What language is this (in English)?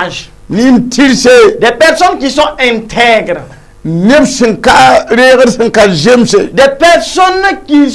Mossi